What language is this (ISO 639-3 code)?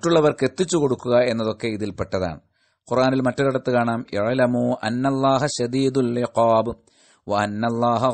mal